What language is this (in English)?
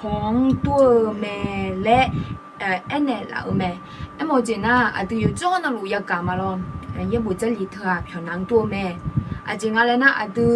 Akha